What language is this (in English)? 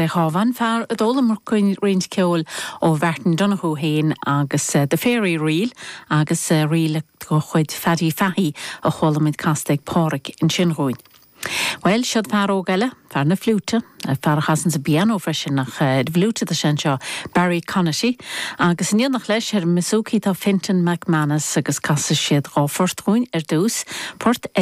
Irish